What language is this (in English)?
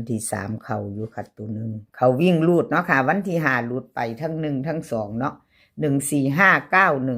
Lao